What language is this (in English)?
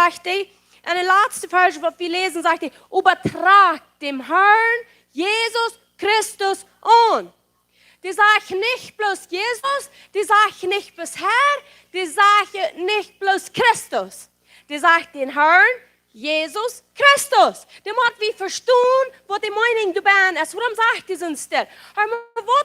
Plautdietsch